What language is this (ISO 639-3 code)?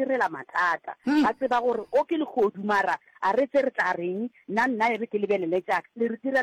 nso